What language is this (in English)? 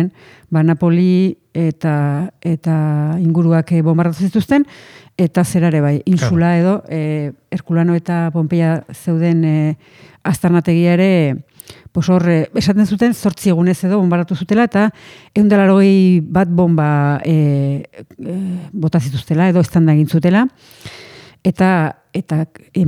Basque